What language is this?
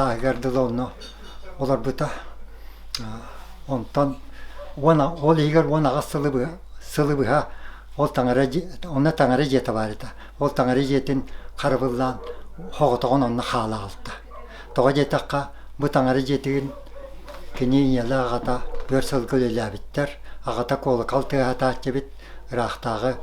Yakut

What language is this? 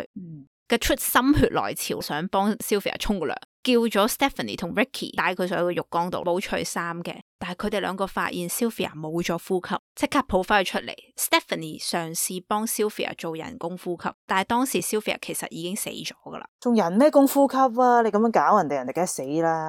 Cantonese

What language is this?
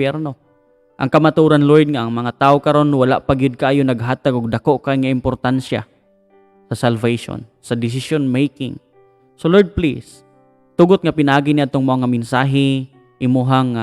Cebuano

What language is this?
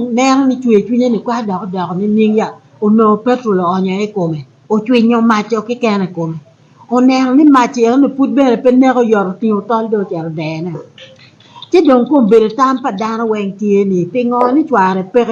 Acoli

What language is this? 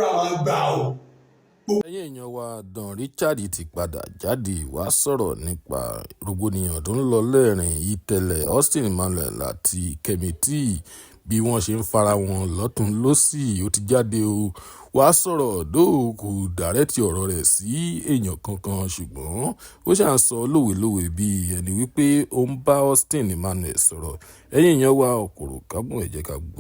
Yoruba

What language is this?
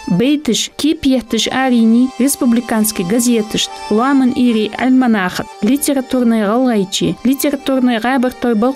Ingush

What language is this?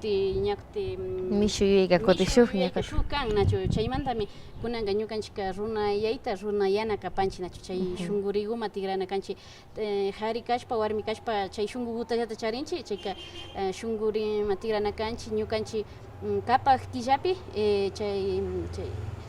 Imbabura Highland Quichua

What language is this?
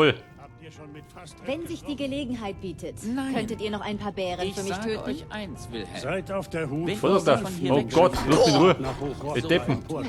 Bavarian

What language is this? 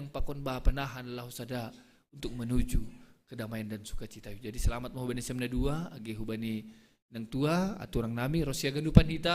Batak Simalungun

